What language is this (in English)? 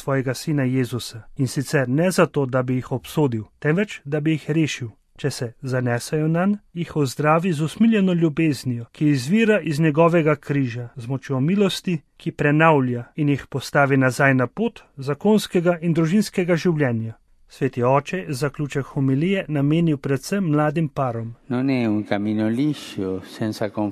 Slovenian